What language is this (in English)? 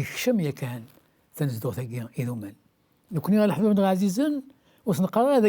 Kabyle